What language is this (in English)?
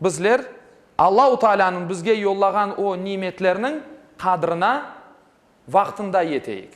Crimean Tatar